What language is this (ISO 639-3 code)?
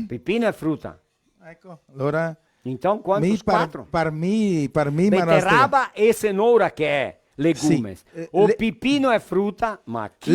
vec